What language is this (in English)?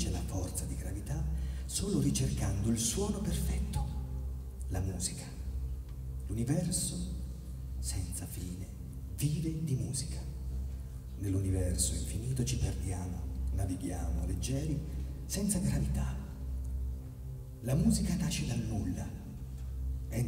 Italian